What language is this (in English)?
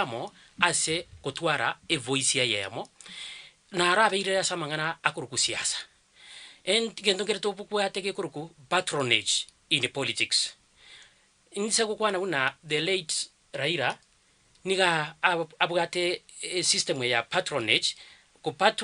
Gusii